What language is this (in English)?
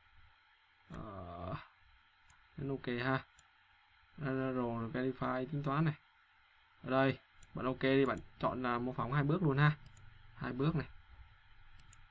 Vietnamese